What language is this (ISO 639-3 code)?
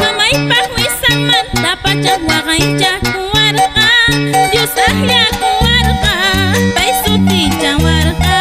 que